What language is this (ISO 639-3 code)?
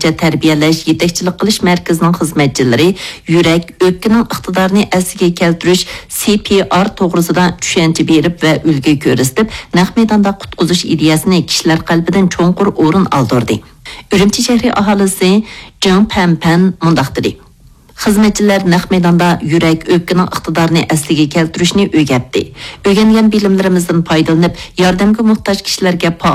uig